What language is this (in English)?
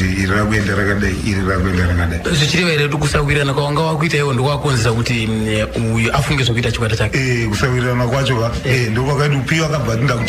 Shona